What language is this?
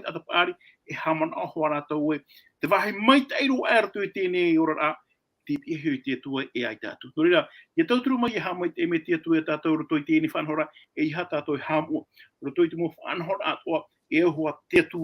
Tahitian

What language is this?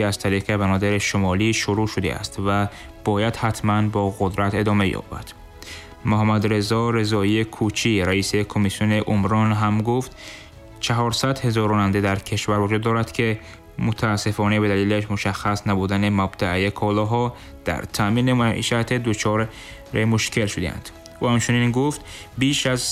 Tajik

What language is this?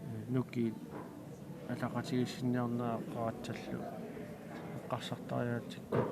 Kalaallisut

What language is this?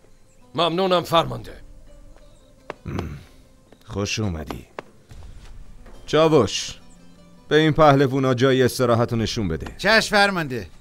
Persian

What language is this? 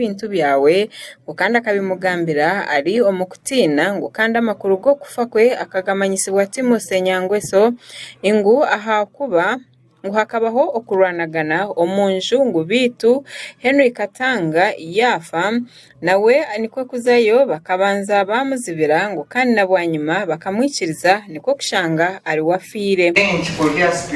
Nyankole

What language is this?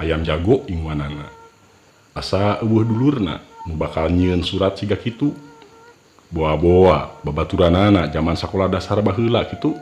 Sundanese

